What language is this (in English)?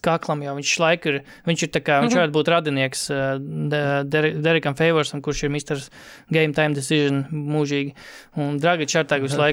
Latvian